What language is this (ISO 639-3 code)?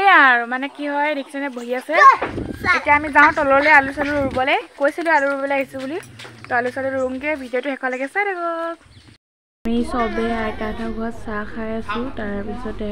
asm